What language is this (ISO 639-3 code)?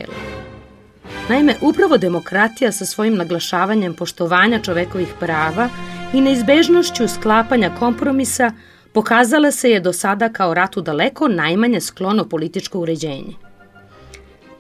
srp